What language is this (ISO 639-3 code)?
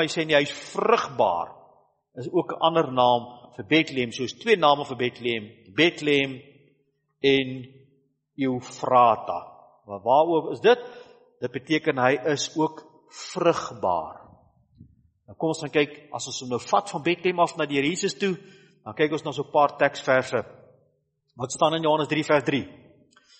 afr